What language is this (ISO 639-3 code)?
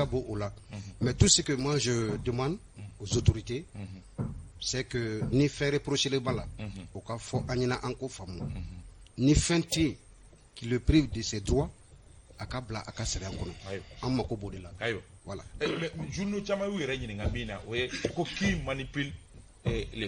bam